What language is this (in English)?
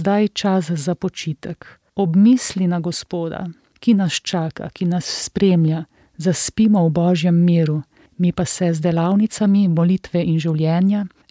Slovenian